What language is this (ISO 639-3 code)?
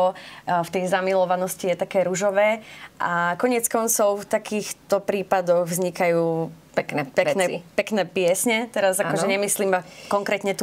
slk